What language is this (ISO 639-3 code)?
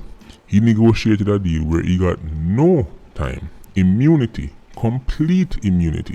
jam